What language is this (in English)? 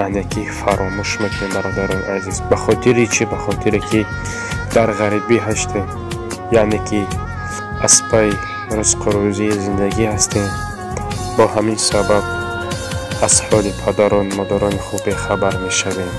Tajik